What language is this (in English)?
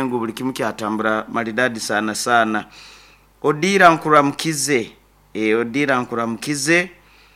Nyoro